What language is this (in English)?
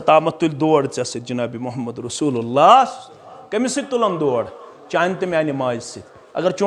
Kashmiri